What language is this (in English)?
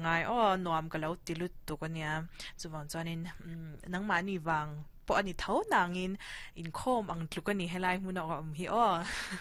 Mizo